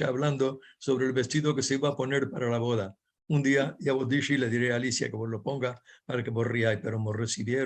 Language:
Ladino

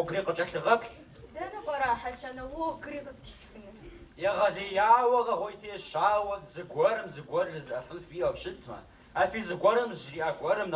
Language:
Kabardian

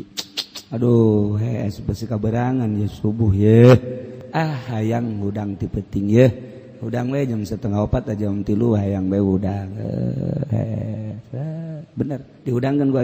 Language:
Sundanese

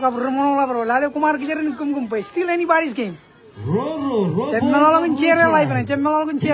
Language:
Marshallese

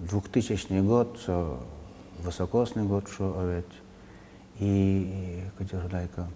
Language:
Udmurt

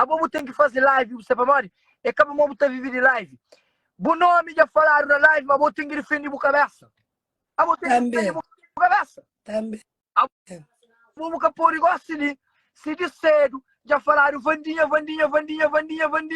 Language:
Kabuverdianu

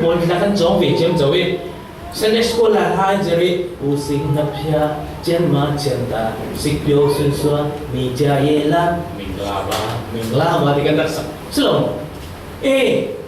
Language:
Falam Chin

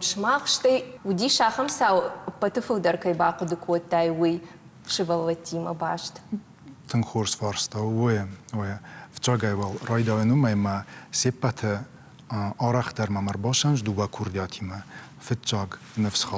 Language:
Ossetic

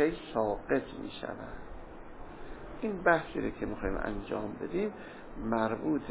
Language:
Persian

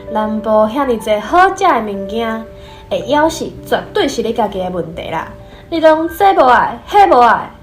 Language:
Min Nan Chinese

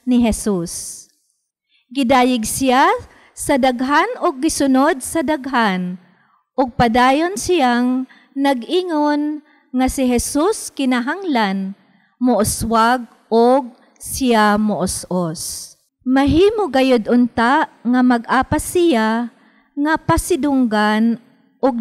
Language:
Cebuano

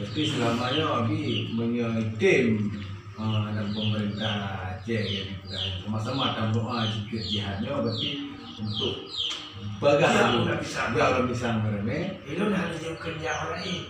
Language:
Achinese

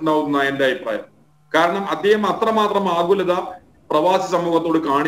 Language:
Malayalam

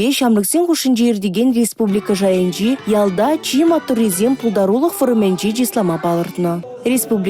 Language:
Chuvash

